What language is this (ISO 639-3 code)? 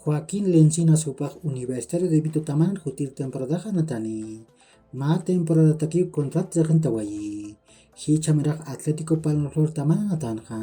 aym